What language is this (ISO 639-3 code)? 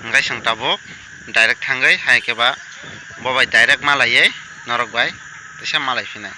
trp